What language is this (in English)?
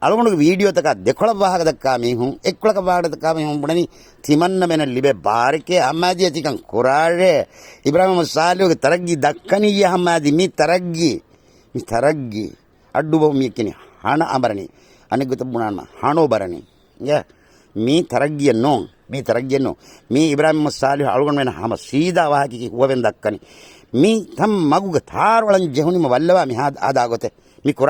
Divehi